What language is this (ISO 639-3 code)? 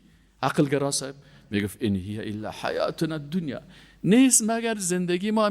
fas